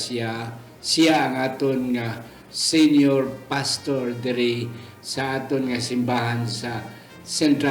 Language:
Hiligaynon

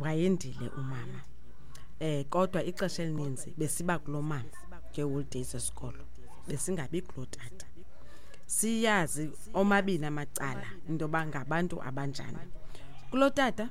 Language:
Xhosa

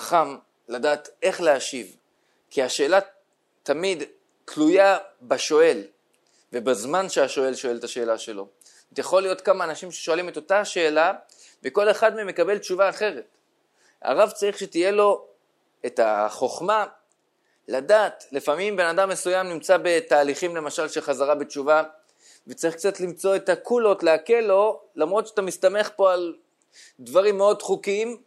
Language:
Hebrew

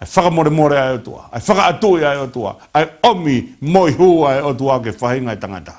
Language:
Tongan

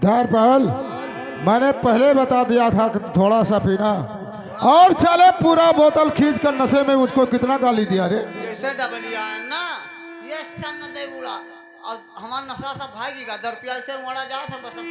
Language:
Awadhi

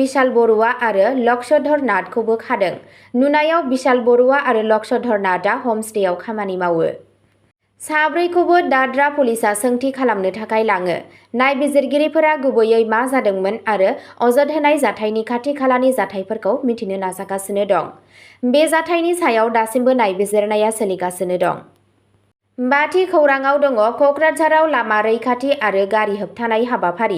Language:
Bodo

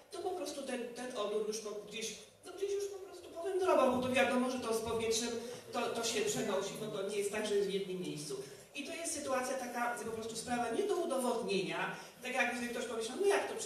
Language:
Polish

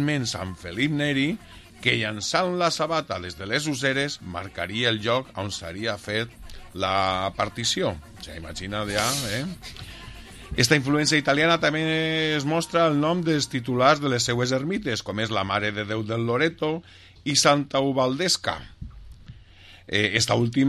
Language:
Catalan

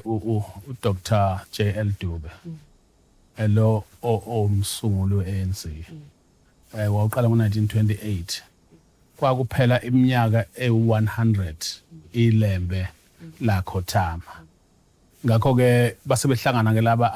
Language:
Zulu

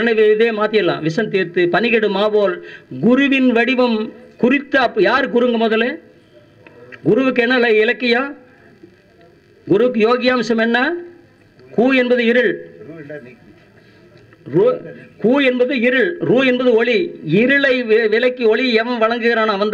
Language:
Tamil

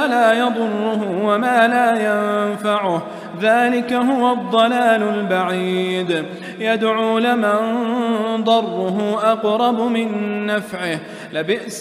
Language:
Arabic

